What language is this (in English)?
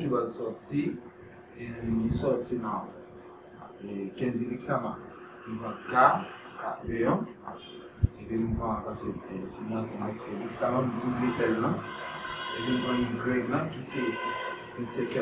Haitian Creole